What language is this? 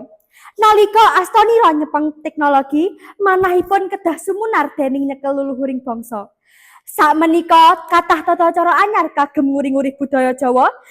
Javanese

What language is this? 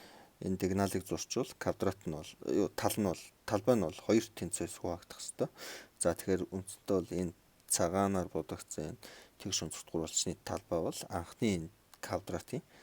Mongolian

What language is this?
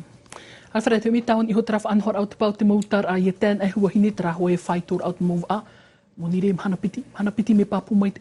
Tahitian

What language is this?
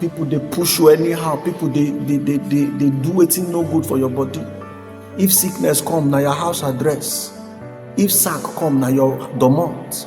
Nigerian Pidgin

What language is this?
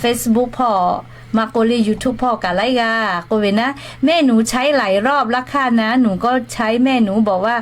Lahu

